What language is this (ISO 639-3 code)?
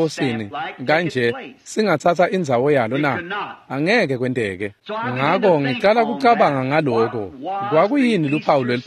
ssw